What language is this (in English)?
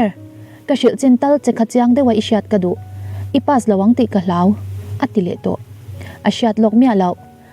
Mizo